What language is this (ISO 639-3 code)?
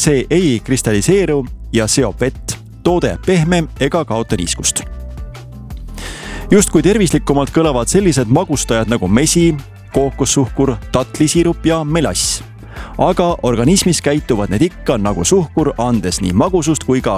est